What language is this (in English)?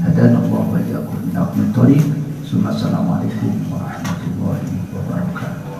Madurese